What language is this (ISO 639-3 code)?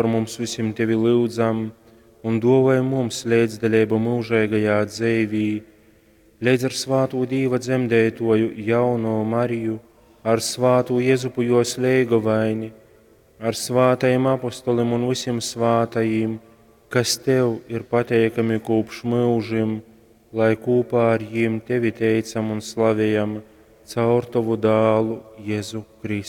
ltg